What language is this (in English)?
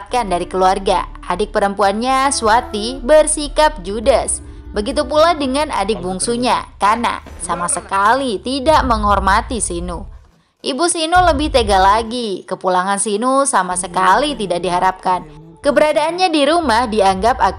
Indonesian